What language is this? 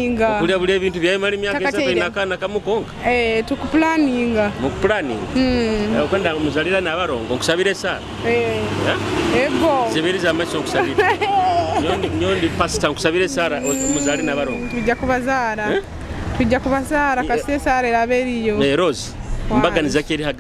Nyoro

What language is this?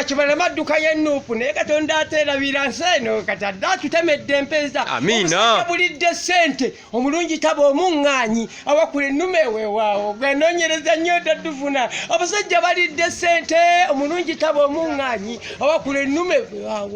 Ganda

